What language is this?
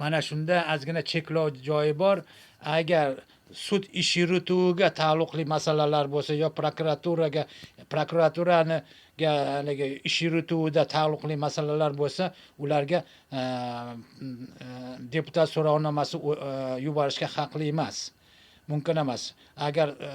Uzbek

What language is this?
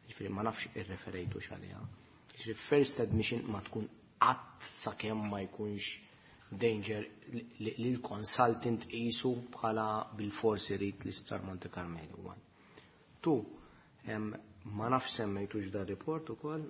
Maltese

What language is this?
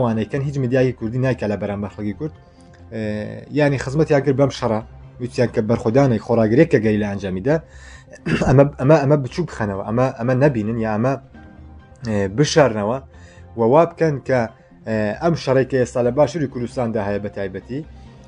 Central Kurdish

